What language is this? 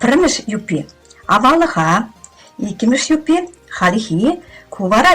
Chuvash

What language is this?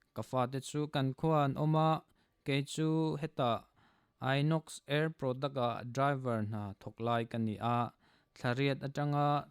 Mizo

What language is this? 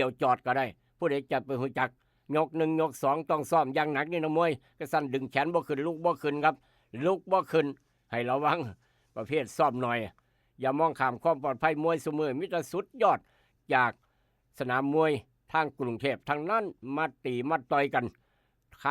Northeastern Thai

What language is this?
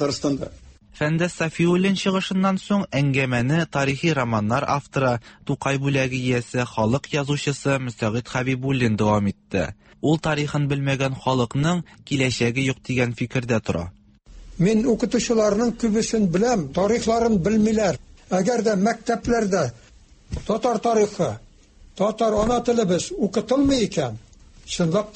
Tatar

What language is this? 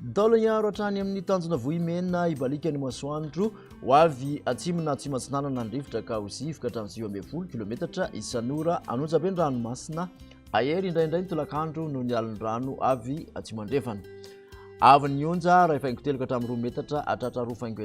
Malagasy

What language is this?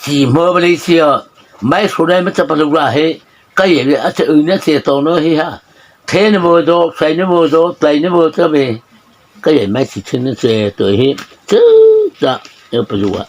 Mara Chin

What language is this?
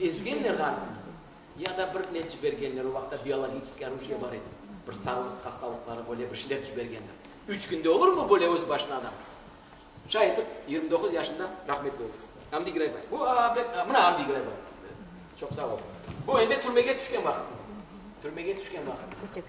Crimean Tatar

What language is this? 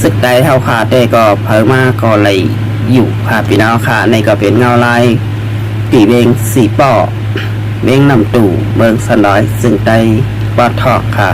Shan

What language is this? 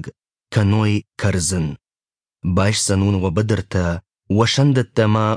Ossetic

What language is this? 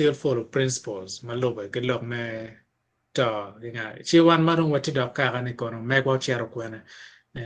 Acoli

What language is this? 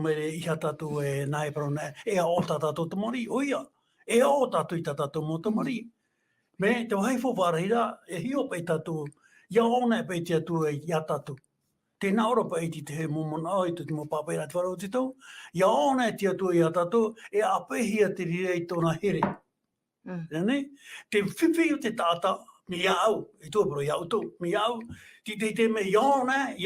Tahitian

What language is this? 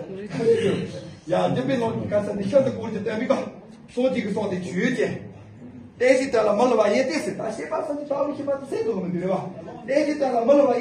Tibetan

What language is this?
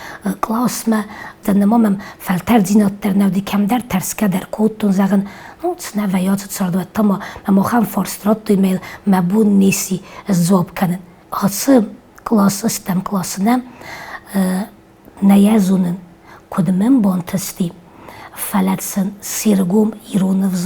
Ossetic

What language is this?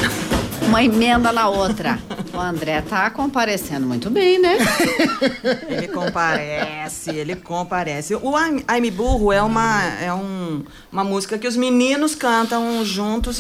Portuguese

